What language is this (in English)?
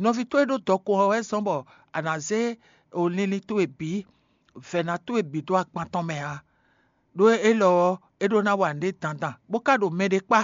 Fon